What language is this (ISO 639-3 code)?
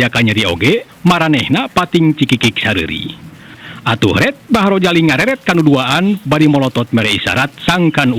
sun